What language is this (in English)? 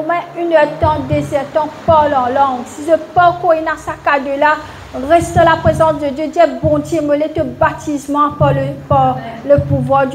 Morisyen